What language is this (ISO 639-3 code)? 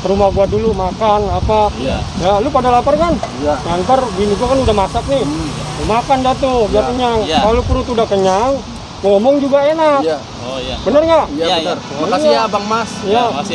bew